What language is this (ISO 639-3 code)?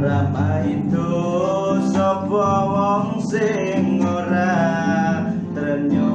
jav